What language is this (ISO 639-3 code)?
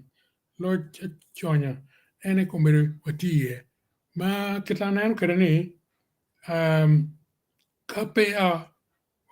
ach